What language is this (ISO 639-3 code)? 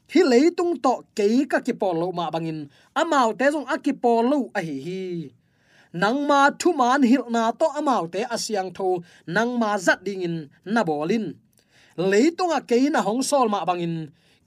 ctd